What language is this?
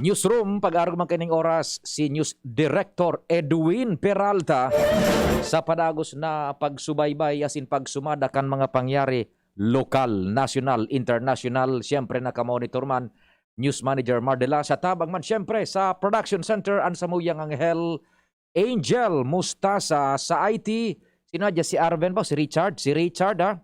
Bikol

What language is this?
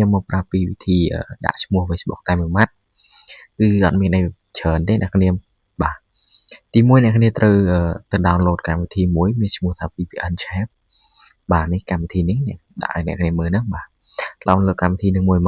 Khmer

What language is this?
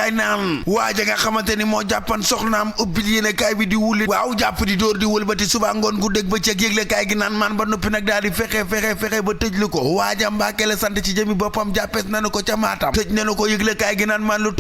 Wolof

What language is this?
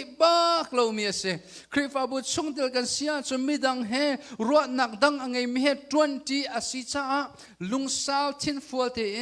Hakha Chin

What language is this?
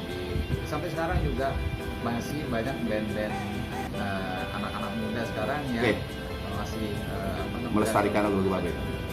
Betawi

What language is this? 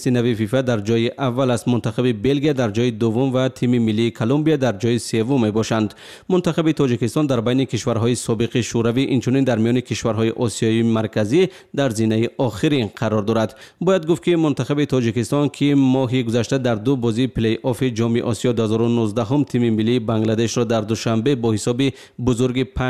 Tajik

